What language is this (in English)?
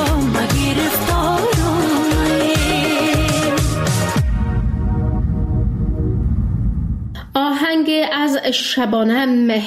Persian